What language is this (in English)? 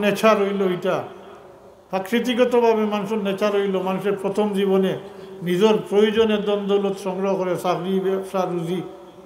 Sylheti